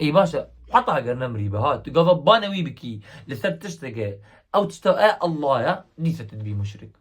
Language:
Kurdish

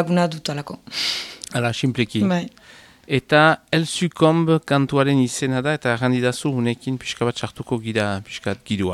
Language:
Basque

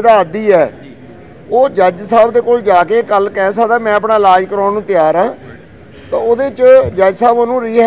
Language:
Punjabi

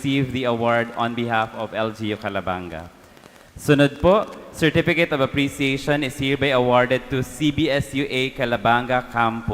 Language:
Bikol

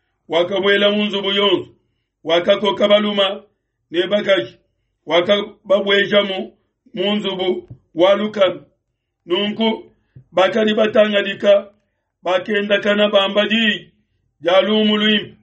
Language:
Luba-Lulua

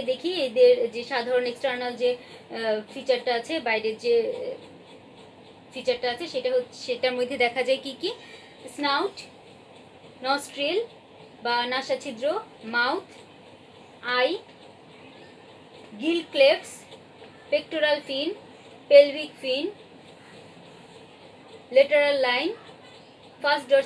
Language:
Bangla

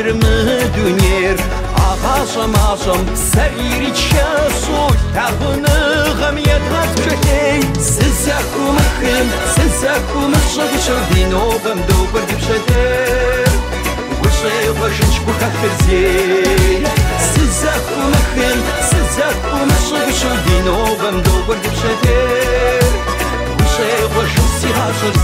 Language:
Kabardian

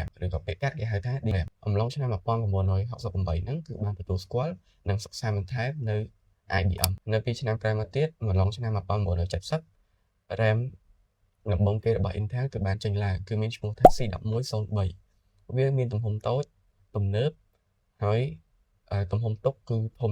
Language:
Khmer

